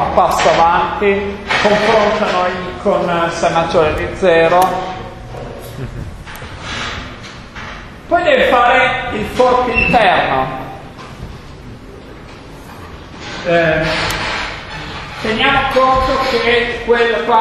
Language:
Italian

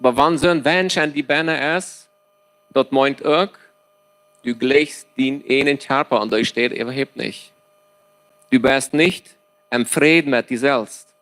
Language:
Plautdietsch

